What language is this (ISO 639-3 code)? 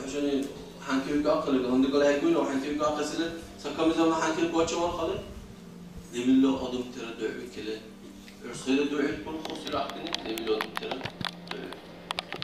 dar